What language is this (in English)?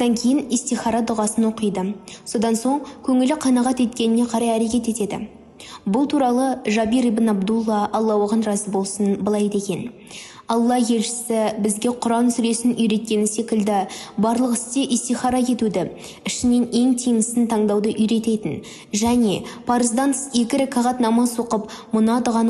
Kazakh